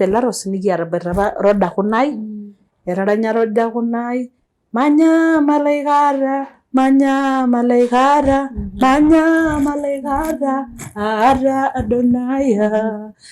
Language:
Masai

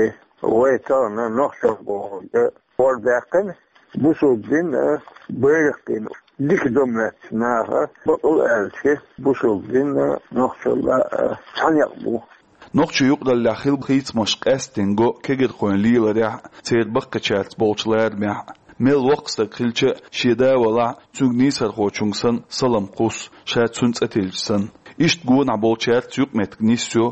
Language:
Chechen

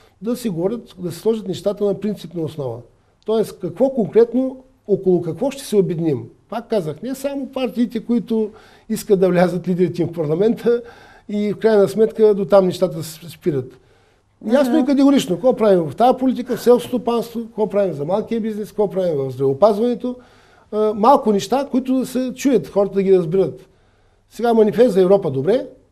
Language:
Bulgarian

